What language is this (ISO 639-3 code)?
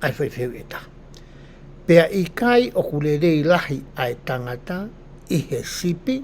ton